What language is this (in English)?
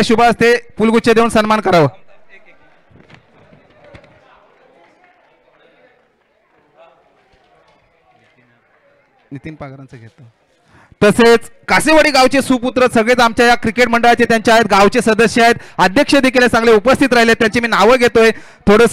Marathi